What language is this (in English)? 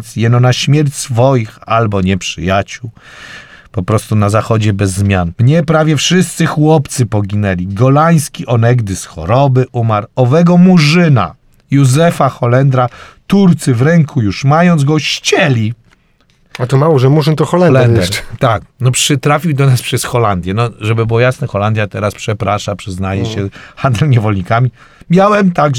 Polish